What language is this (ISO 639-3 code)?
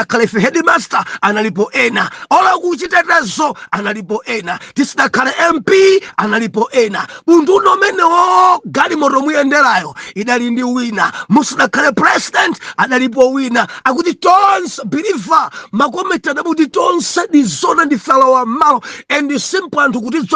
nya